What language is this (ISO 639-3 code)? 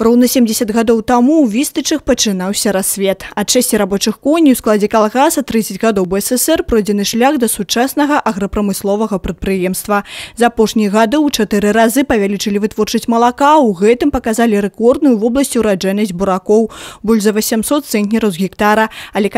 bel